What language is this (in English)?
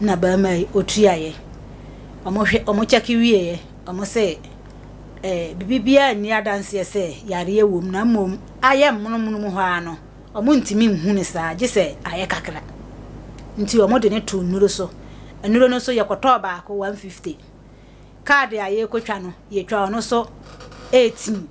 Akan